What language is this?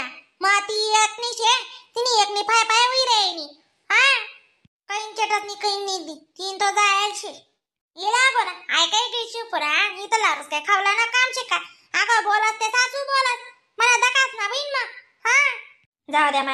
Khandesi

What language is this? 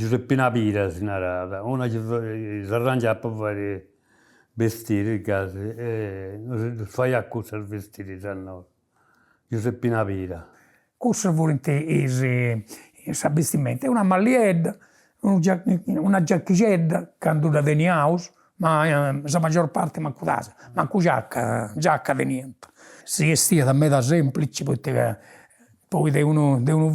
Sardinian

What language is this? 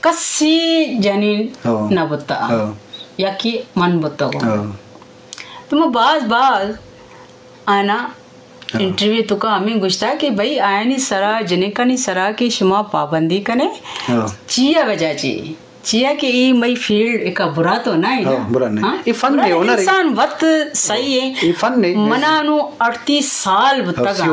Eastern Balochi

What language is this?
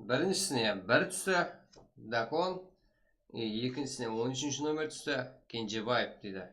Kara-Kalpak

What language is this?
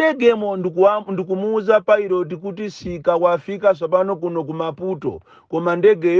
Nyanja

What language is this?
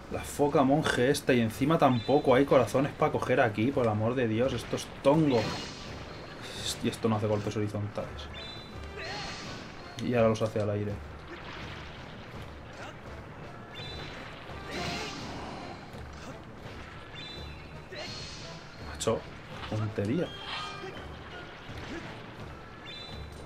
Spanish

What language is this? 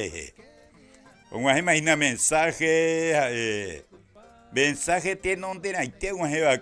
Guarani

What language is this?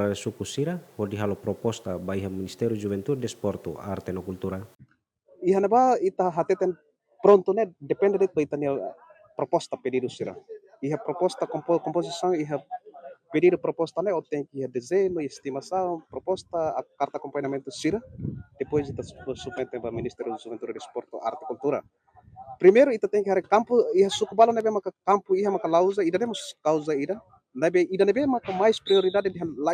Tetum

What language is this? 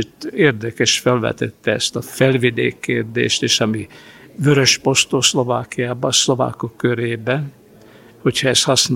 Hungarian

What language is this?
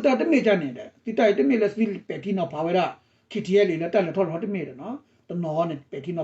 S'gaw Karen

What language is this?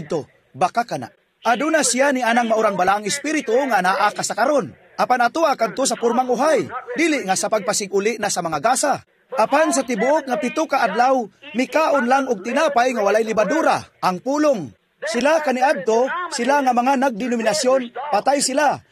Cebuano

